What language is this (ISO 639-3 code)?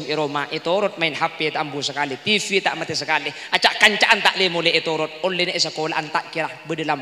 mad